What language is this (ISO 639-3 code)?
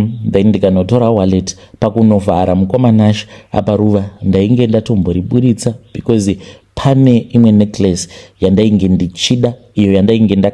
sna